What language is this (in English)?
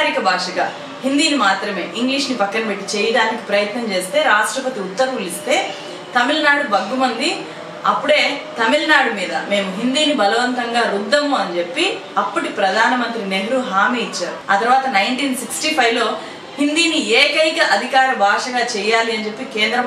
Telugu